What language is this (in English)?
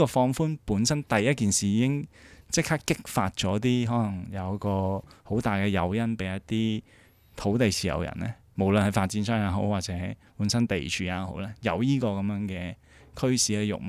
Cantonese